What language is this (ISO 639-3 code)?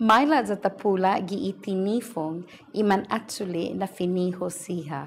cha